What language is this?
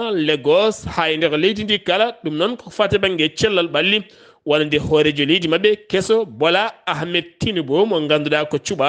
Fula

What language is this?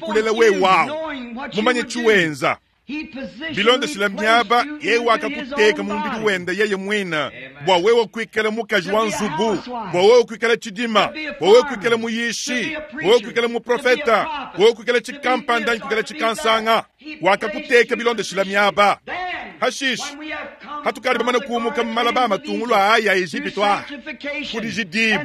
Luba-Lulua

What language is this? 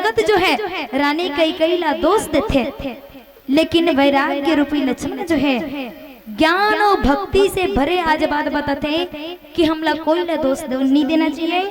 Chhattisgarhi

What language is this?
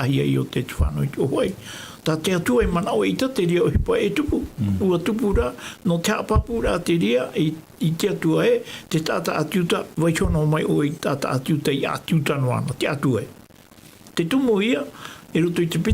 Tahitian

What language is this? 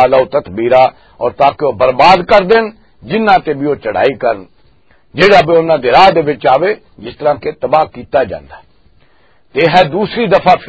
Western Panjabi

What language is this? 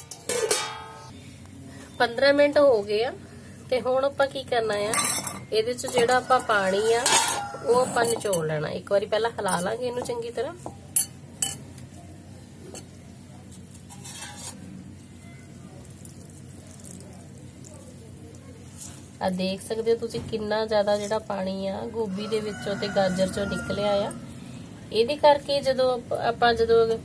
Punjabi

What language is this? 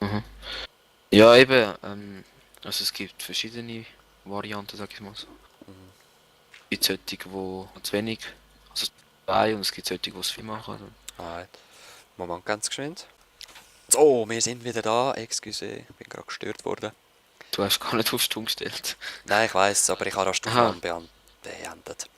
Swiss German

